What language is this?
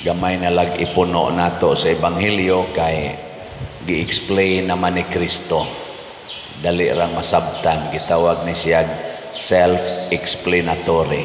Cebuano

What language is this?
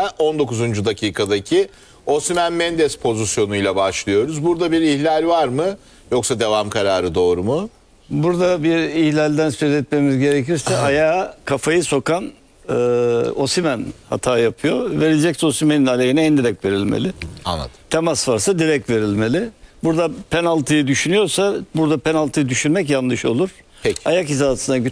Turkish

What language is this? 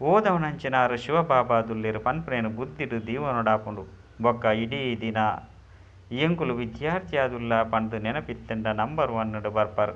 Tulu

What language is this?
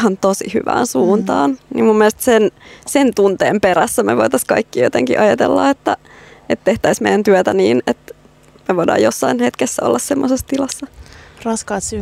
Finnish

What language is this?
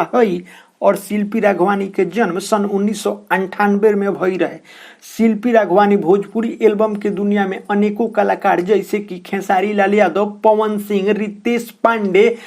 Bhojpuri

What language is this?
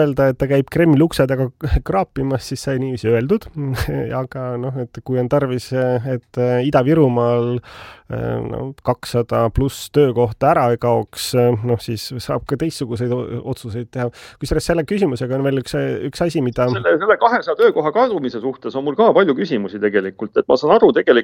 Estonian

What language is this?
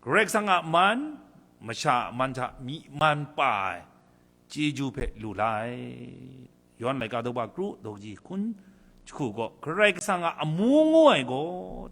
Kachin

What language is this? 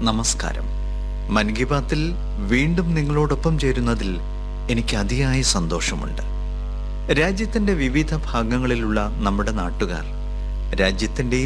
Malayalam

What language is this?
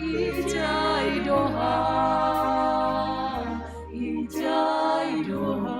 Batak Simalungun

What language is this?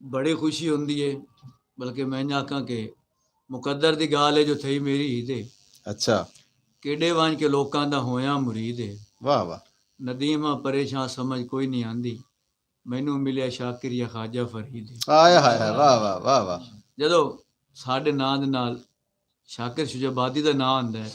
Saraiki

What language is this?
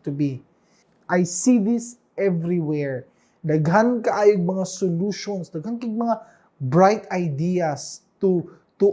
Cebuano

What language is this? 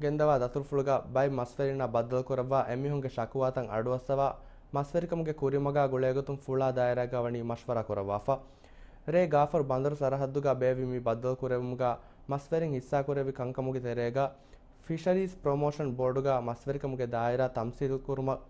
Divehi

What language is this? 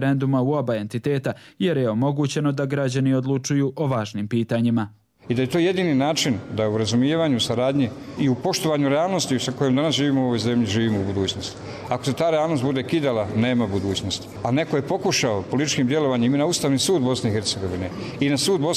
Croatian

